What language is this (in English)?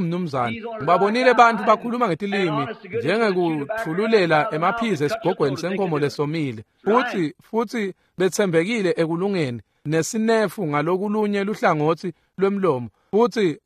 Swati